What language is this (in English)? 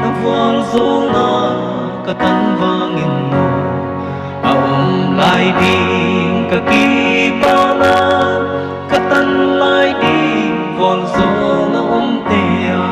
Paite Chin